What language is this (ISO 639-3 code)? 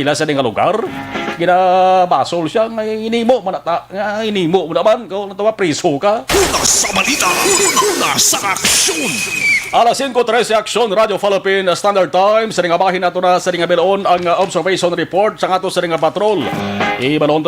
hil